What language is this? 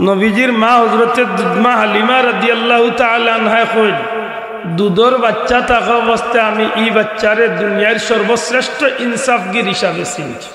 Sylheti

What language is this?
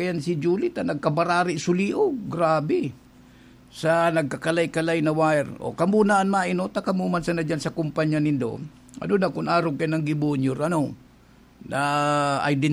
Bikol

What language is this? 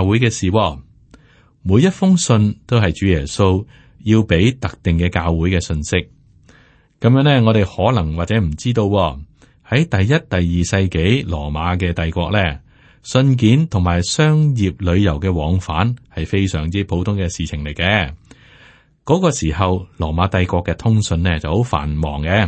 Cantonese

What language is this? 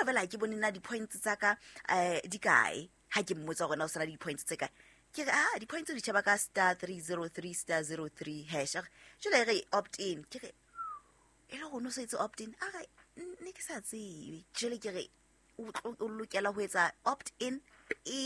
Southern Sotho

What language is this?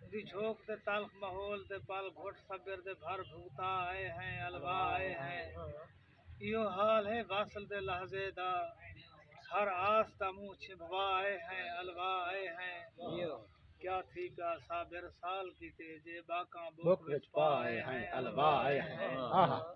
Saraiki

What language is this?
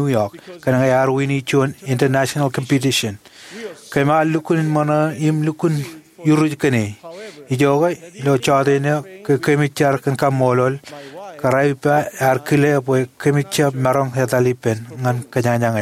Marshallese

